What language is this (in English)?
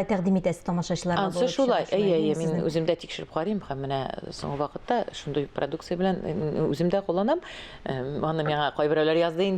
Tatar